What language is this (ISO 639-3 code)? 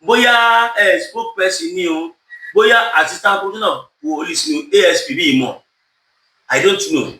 yor